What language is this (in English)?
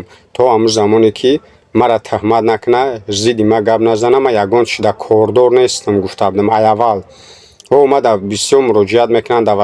Tajik